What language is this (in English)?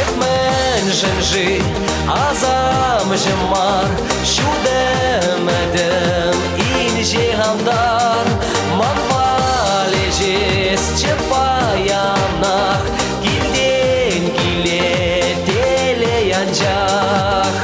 Chuvash